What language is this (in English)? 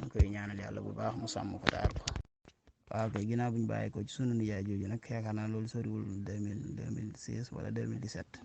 Wolof